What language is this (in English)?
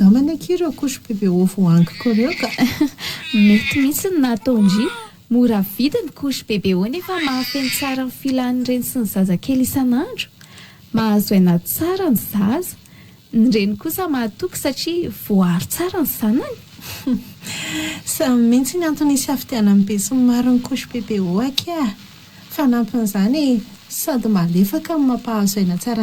Malagasy